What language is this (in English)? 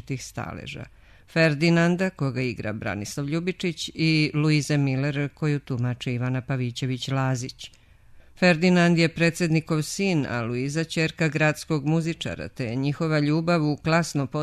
Serbian